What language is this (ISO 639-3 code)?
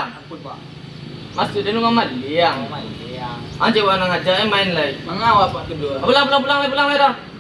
min